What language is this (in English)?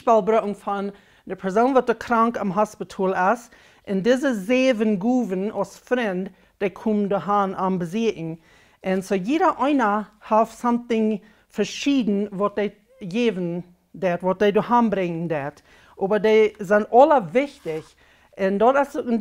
Plautdietsch